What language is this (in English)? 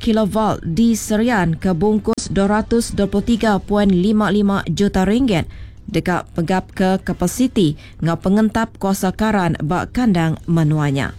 Iban